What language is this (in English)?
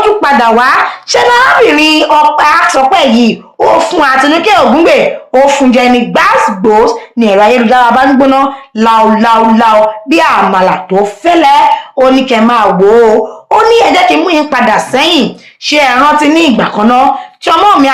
Yoruba